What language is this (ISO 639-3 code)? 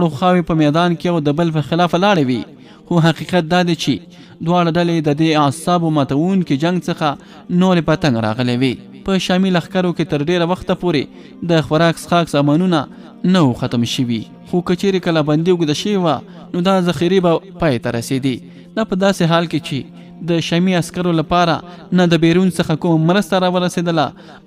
pus